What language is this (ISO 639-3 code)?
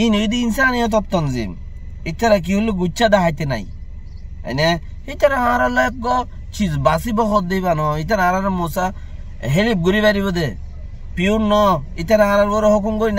rhg